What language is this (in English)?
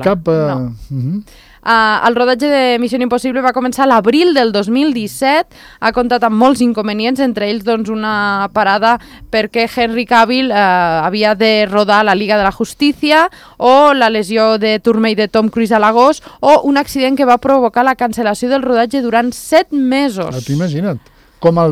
Catalan